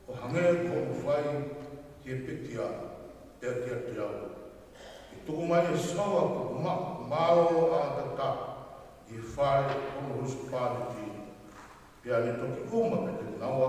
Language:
Tongan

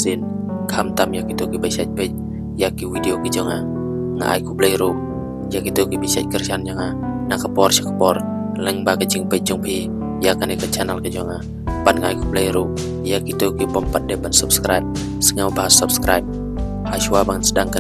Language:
Khasi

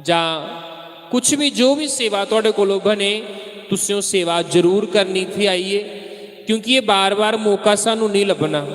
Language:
Dogri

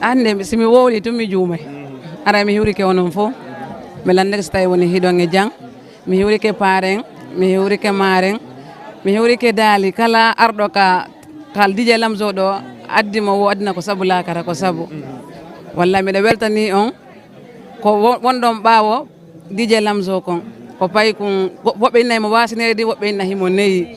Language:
Fula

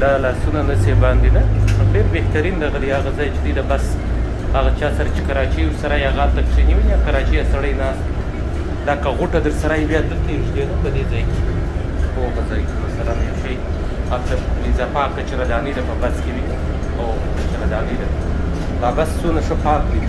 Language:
Pashto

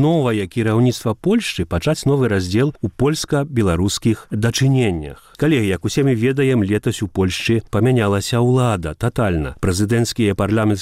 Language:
Belarusian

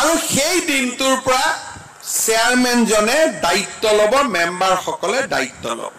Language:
Assamese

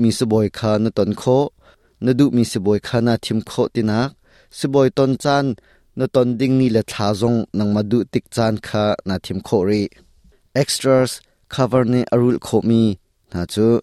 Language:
Hakha Chin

